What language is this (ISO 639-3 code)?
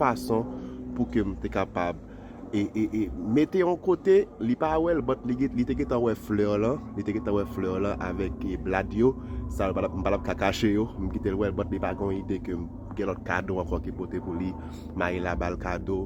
hat